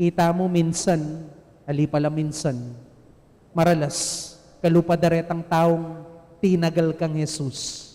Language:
Pampanga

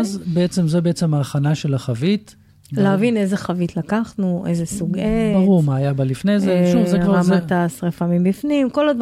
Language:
Hebrew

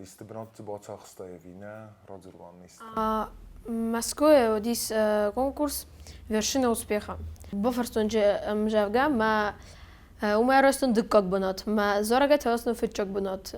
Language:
Ossetic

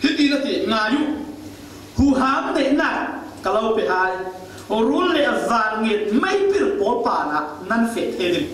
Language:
Falam Chin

